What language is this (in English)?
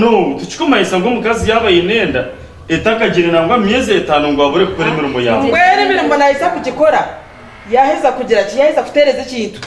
Nyankole